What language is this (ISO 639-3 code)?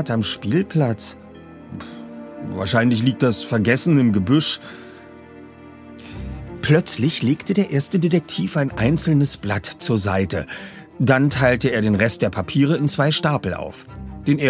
deu